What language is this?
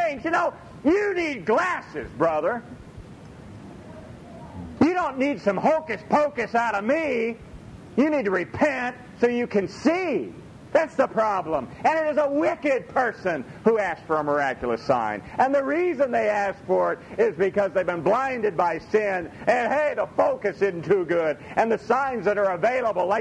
English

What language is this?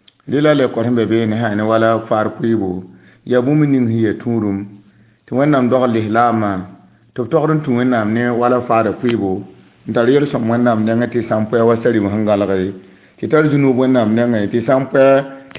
Mossi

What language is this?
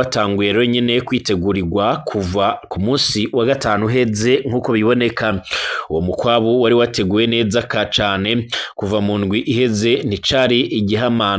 Rundi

